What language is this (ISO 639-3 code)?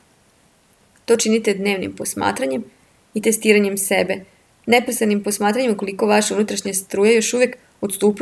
srp